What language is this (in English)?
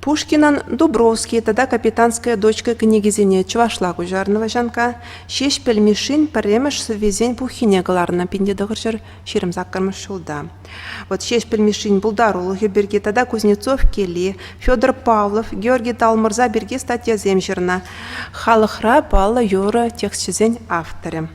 Chuvash